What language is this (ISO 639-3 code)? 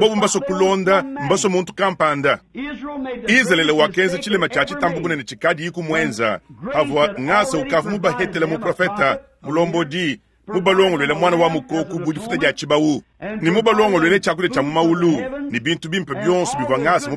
lua